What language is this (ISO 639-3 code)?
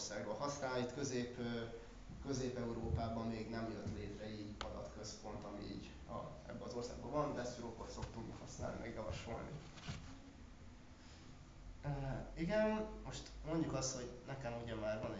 hun